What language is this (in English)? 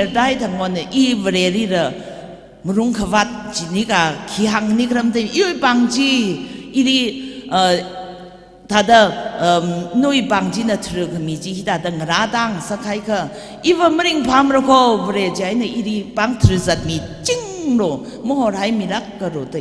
Tangkhul Naga (India)